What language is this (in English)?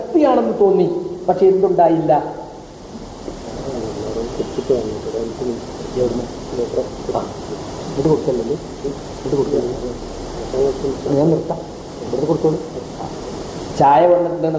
Malayalam